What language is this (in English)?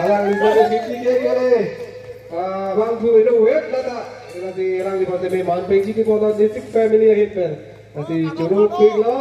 Karbi